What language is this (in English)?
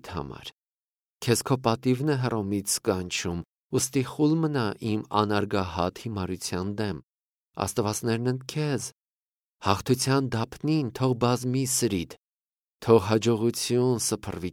Armenian